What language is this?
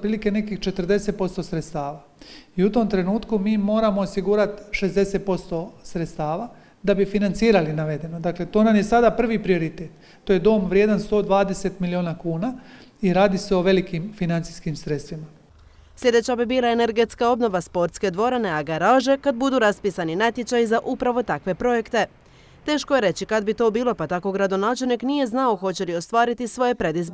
Croatian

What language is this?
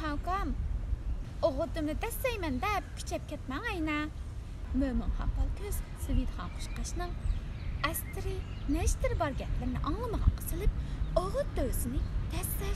Uyghur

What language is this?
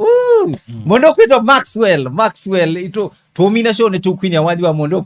Kamba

